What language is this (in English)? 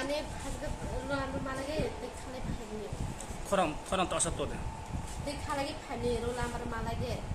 Riang (India)